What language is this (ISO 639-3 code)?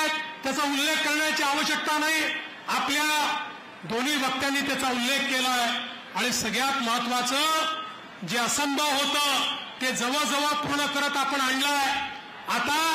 mar